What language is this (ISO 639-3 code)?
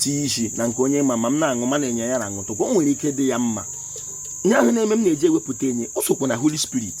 ibo